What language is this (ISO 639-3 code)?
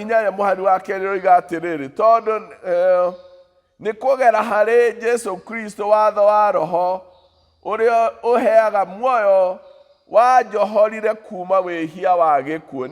kik